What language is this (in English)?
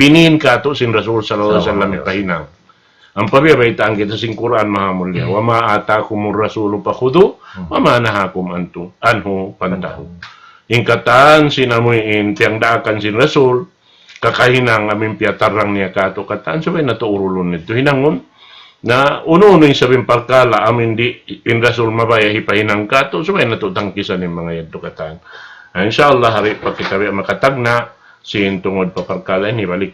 Tausug